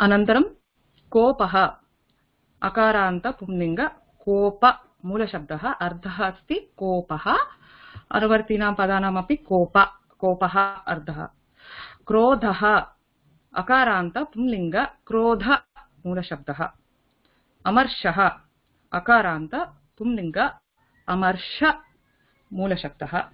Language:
Sanskrit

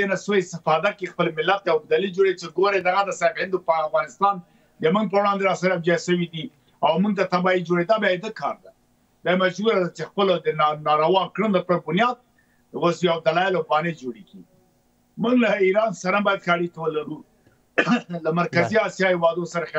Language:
Pashto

